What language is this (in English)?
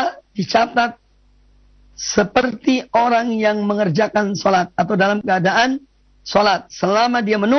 Indonesian